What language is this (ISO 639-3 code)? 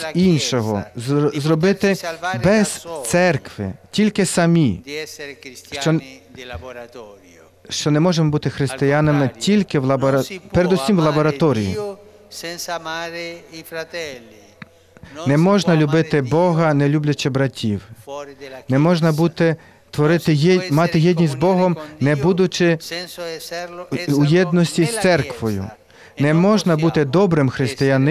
ukr